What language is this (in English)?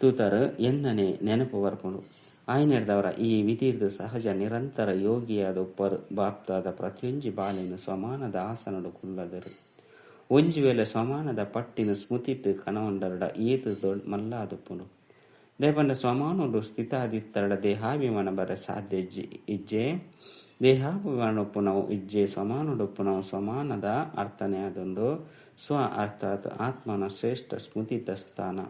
Tulu